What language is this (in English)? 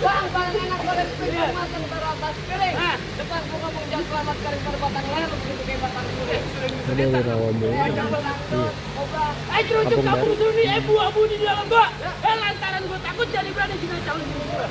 Betawi